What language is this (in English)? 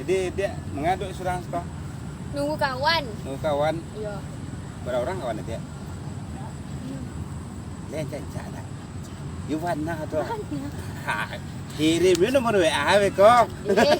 Minangkabau